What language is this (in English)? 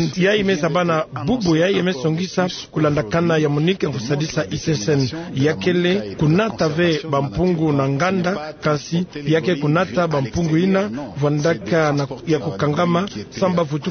Kituba (Democratic Republic of Congo)